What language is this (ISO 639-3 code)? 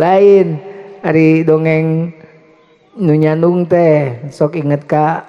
sun